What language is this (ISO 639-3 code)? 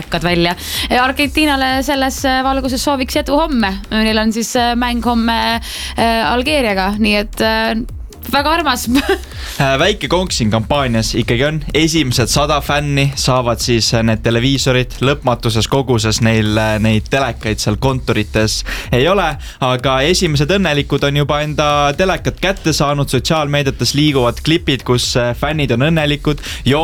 est